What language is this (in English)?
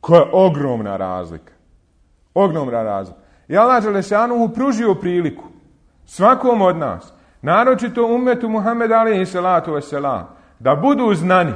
Bosnian